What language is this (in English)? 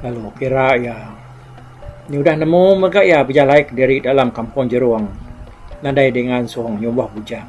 Iban